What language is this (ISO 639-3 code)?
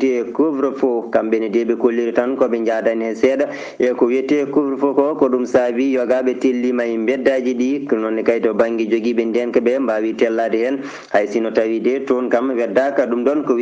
ful